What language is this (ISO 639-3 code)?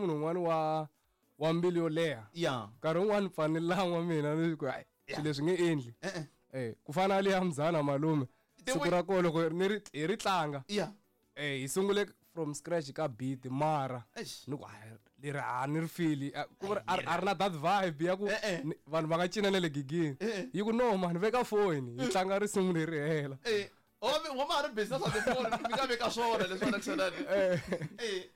tso